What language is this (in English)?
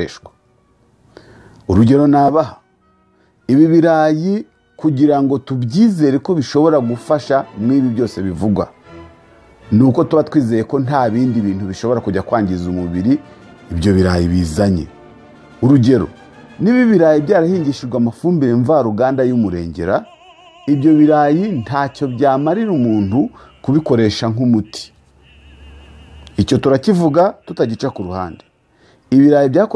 Kinyarwanda